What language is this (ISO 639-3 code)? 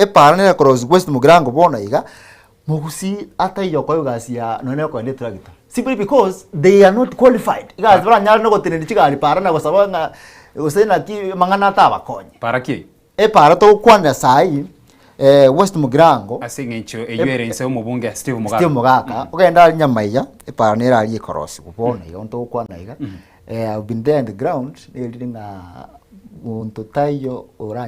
guz